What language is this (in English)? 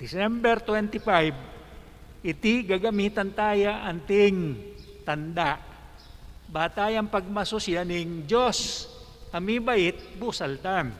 Pampanga